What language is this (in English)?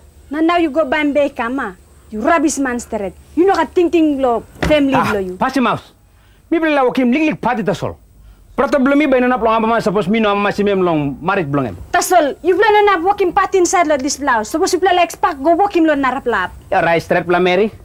Tok Pisin